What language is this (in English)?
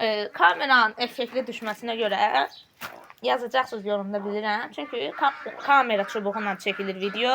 Azerbaijani